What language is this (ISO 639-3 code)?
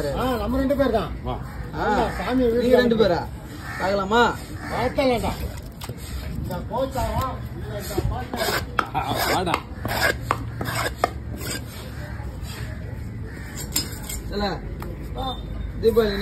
tam